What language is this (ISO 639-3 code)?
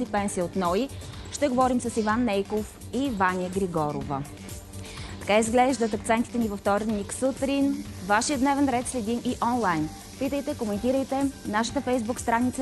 bul